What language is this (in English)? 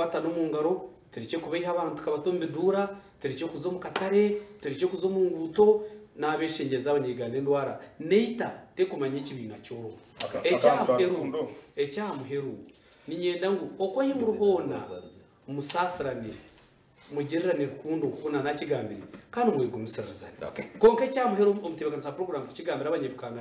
Nyankole